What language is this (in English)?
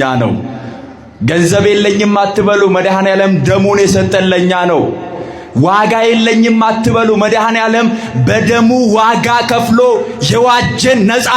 Amharic